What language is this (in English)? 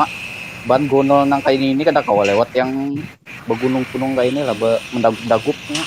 Banjar